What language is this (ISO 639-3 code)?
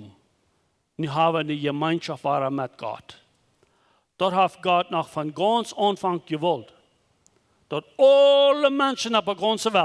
pdt